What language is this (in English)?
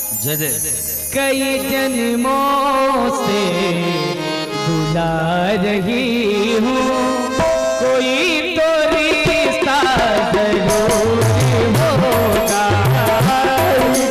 Hindi